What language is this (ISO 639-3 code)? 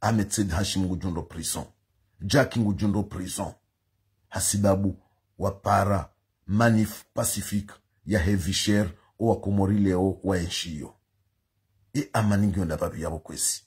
zdj